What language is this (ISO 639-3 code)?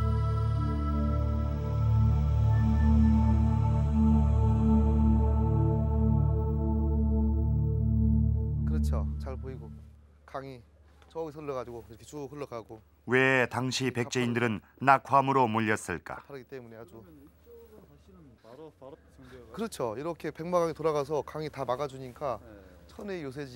kor